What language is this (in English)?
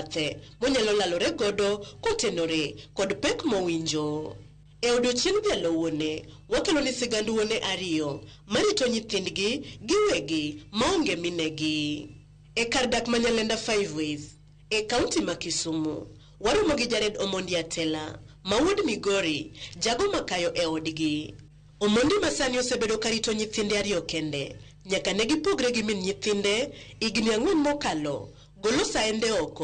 Luo (Kenya and Tanzania)